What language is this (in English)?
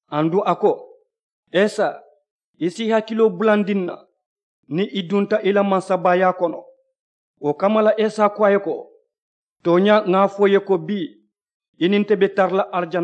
Mandingo